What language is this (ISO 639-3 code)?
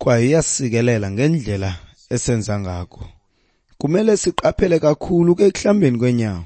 xho